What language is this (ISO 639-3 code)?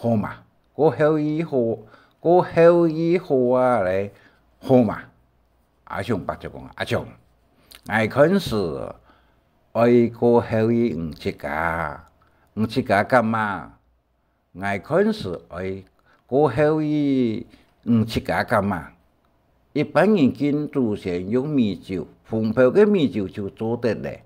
hak